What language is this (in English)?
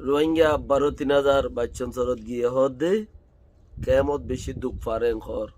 Rohingya